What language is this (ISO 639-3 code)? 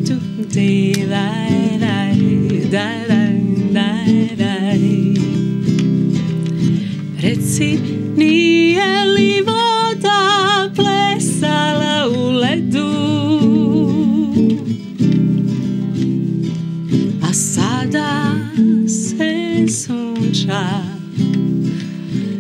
hrv